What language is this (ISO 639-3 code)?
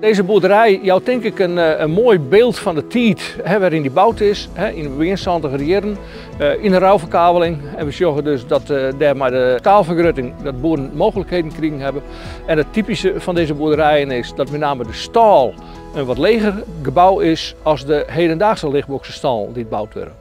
fry